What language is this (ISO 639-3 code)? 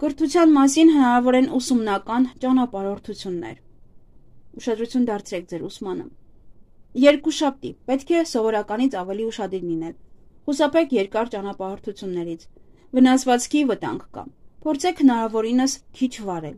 hye